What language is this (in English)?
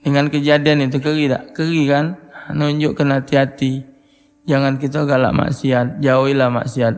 Musi